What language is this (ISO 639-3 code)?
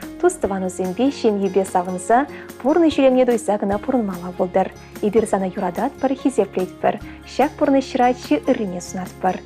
chv